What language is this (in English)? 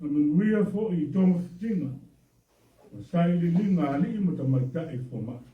Samoan